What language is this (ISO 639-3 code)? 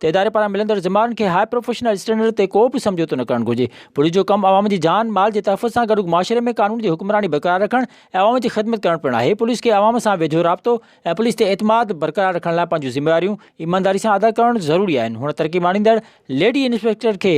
snd